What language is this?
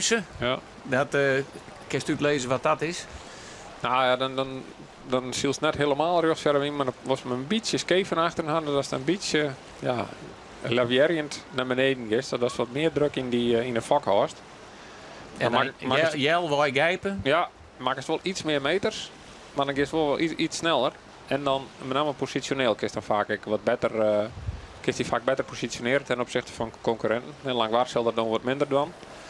Western Frisian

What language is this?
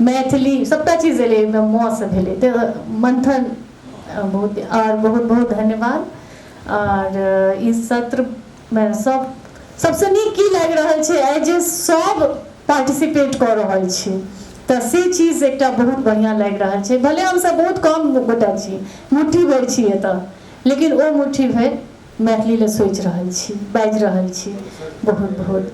Maithili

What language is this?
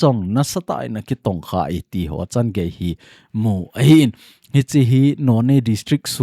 Thado Chin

